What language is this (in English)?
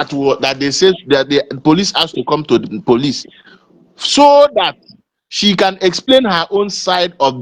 Igbo